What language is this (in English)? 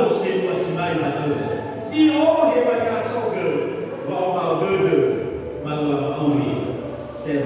Nias